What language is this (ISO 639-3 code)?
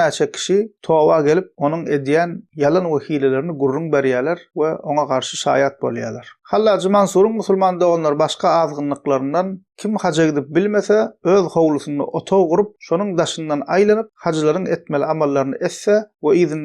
tuk